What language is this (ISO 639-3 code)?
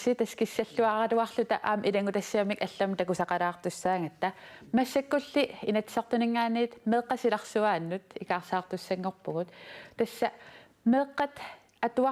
kal